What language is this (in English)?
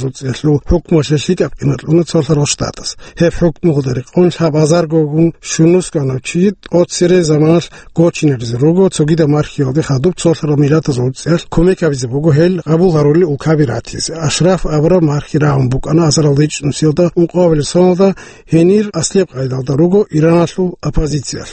Avaric